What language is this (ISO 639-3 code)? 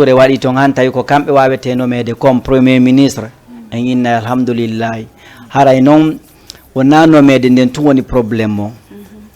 ful